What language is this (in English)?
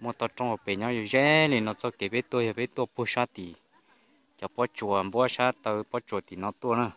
Hmong